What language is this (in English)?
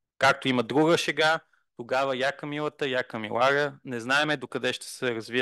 Bulgarian